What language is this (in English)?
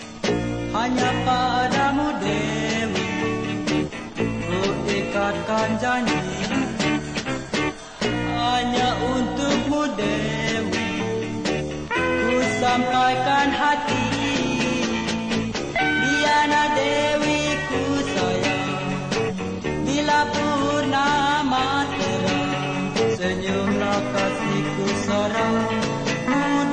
Malay